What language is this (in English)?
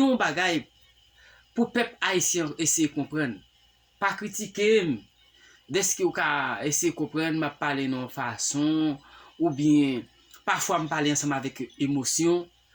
Haitian Creole